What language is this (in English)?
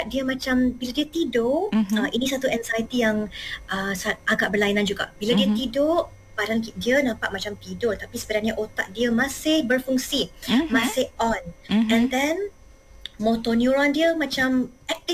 Malay